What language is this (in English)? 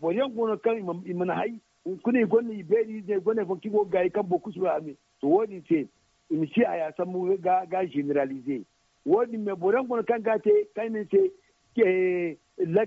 Zarma